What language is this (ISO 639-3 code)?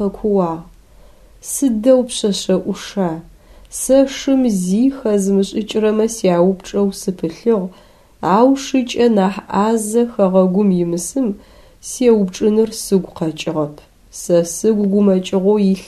ady